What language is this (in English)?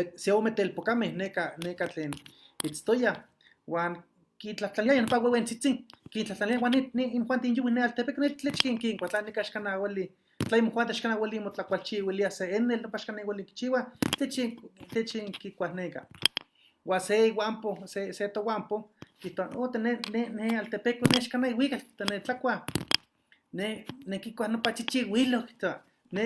Eastern Huasteca Nahuatl